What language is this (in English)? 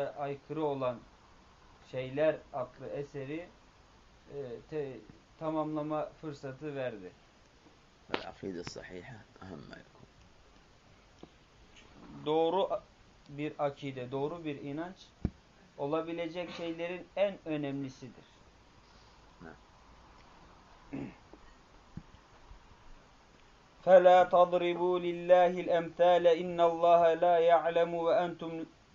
Turkish